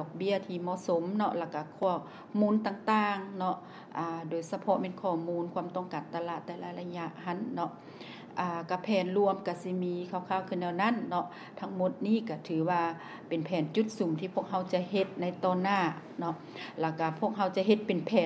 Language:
Lao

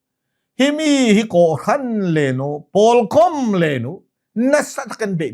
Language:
Hakha Chin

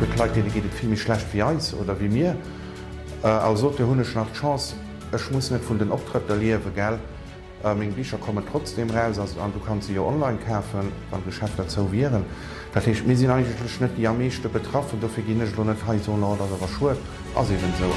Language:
Luxembourgish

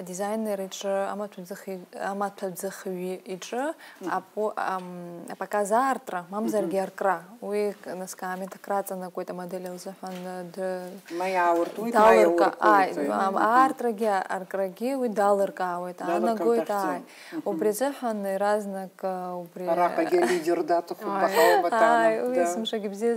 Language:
Abkhazian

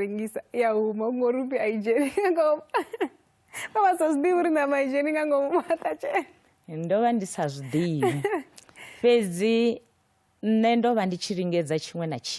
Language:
Venda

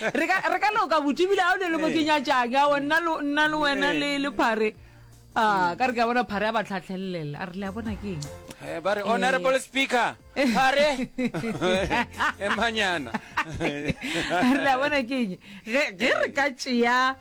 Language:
Northern Sotho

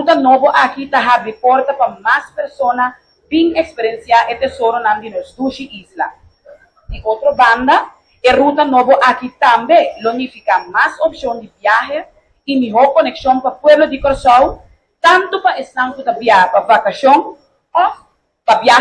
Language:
Papiamento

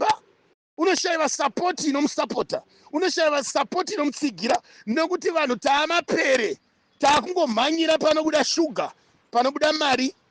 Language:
Shona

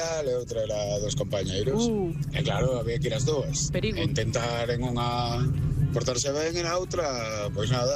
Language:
Galician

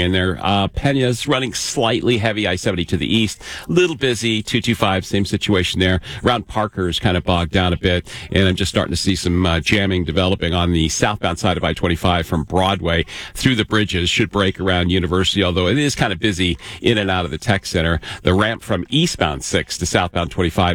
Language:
English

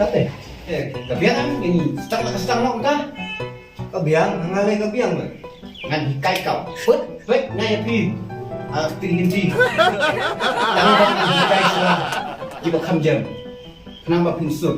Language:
Khasi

